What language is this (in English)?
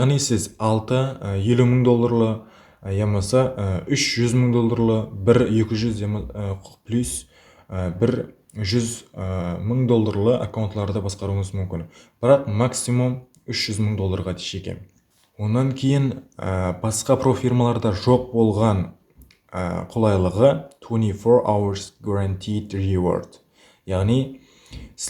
Kara-Kalpak